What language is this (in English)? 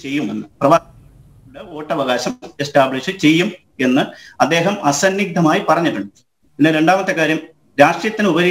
Malayalam